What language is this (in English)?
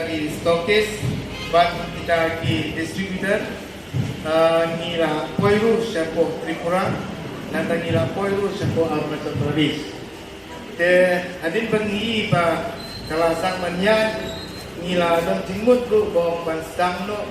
Khasi